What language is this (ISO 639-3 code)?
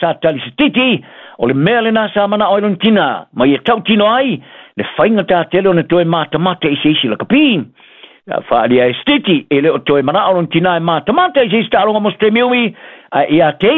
smo